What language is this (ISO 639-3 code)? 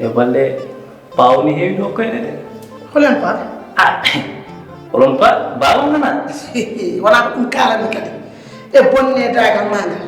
ful